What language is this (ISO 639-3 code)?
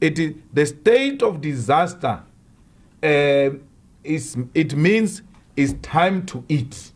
tso